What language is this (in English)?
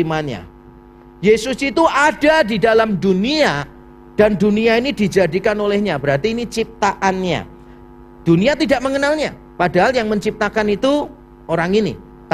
Indonesian